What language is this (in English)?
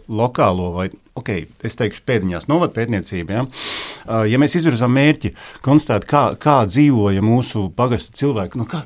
Latvian